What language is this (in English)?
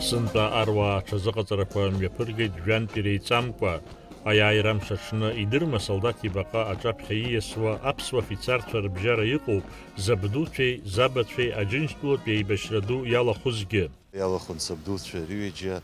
Abkhazian